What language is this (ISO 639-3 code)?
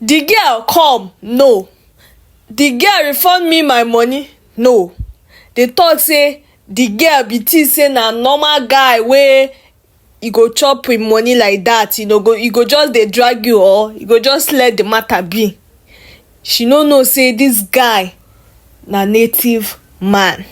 pcm